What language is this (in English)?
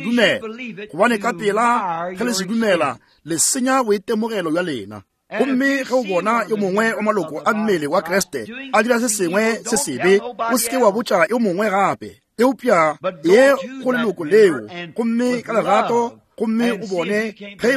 Northern Sotho